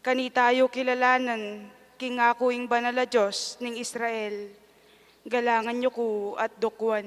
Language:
Pampanga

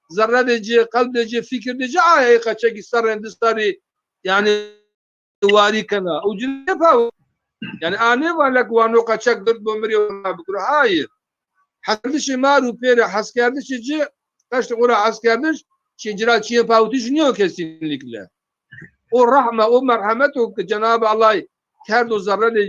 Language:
Zaza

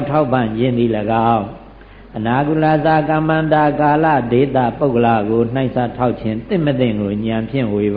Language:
Burmese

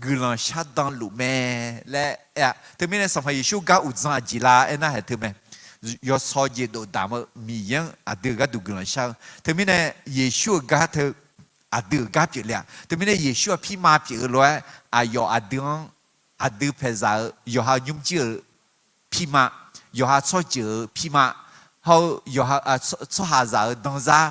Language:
Akha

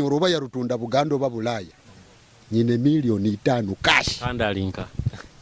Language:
Nyoro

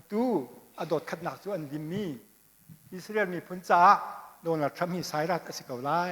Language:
Hakha Chin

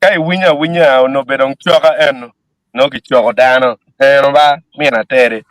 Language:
Acoli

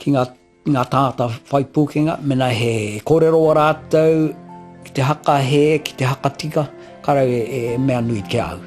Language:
Māori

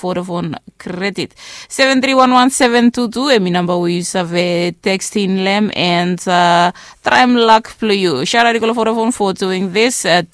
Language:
Bislama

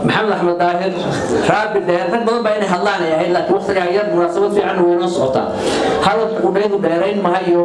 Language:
Somali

